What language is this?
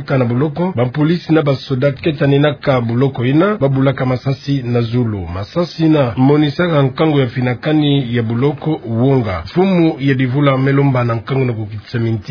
Kituba (Democratic Republic of Congo)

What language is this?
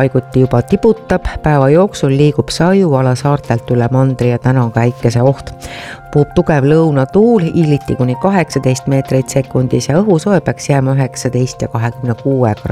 Estonian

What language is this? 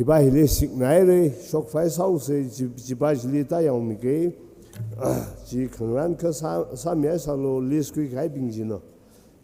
Tangkhul Naga (India)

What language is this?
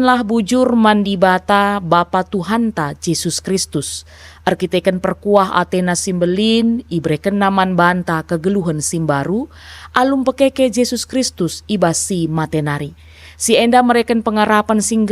Batak Karo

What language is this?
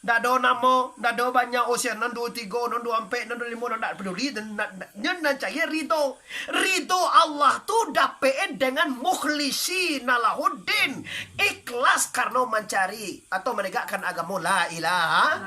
Minangkabau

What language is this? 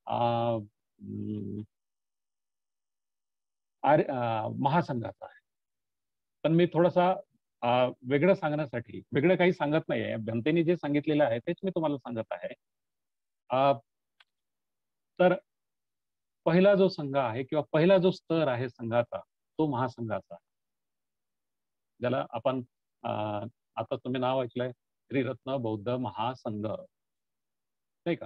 Marathi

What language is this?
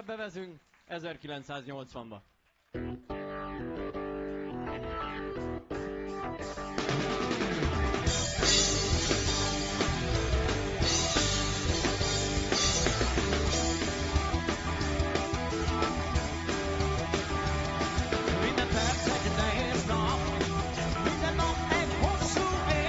Hungarian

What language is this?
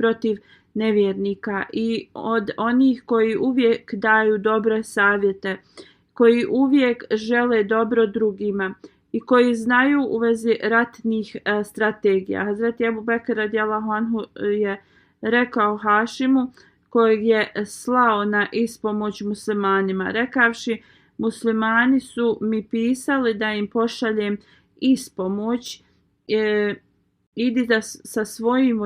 Bosnian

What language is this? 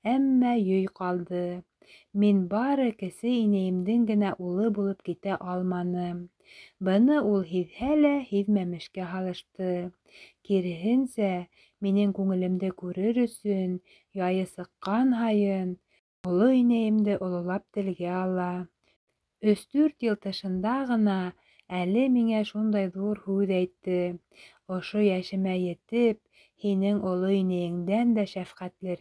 Bashkir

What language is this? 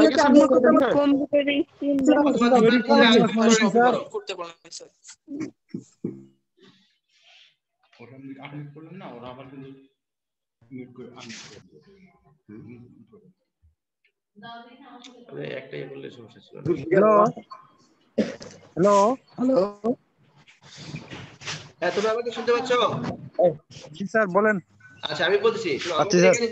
Bangla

